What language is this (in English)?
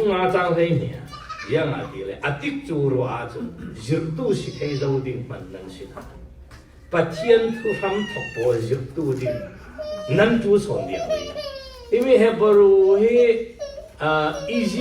Falam Chin